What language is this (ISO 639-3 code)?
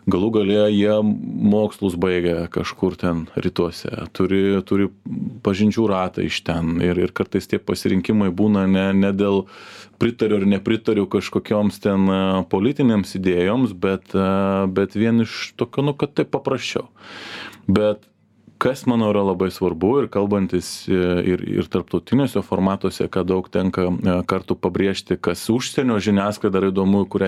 lit